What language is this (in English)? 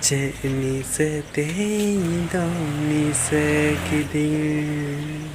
Santali